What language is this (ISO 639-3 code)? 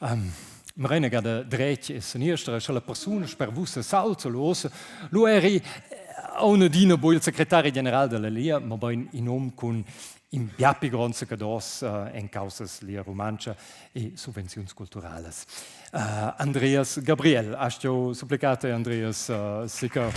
roh